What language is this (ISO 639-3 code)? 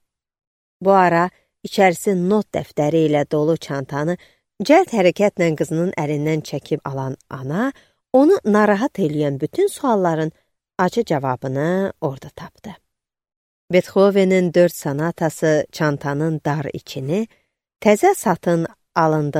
aze